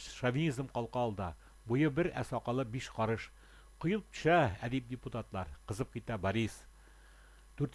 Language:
Tatar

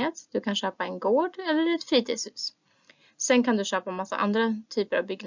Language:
Swedish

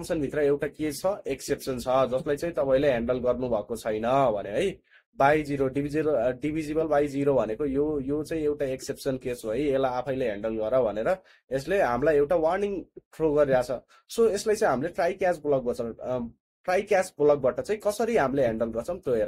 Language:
Nepali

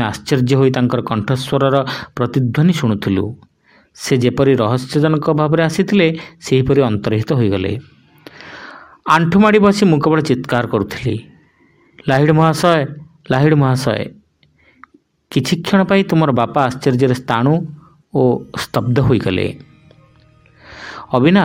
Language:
Odia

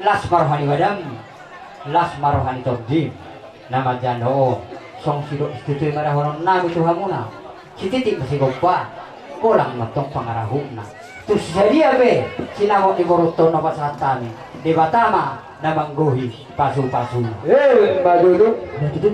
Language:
Batak Toba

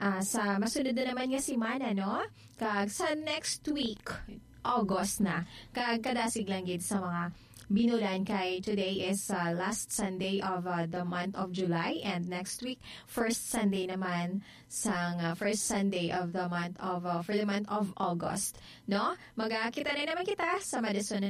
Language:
Hiligaynon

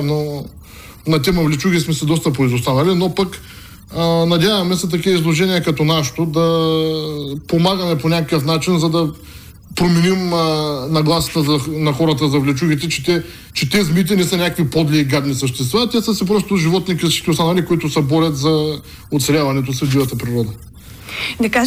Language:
Bulgarian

